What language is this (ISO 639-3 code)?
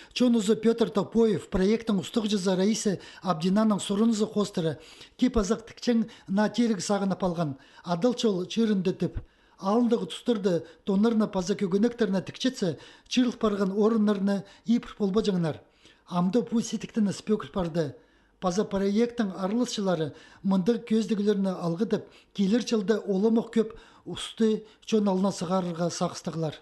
kjh